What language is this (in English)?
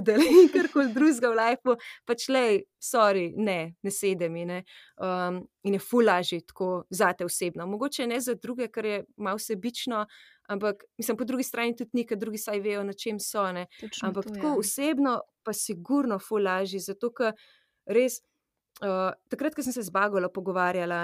Slovenian